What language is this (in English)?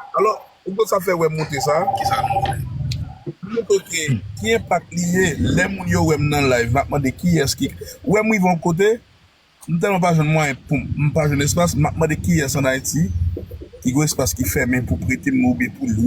Haitian Creole